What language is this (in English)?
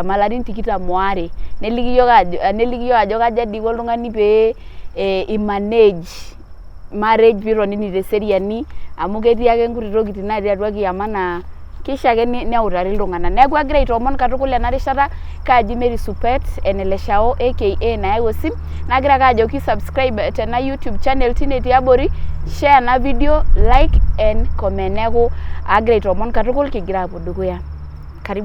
Masai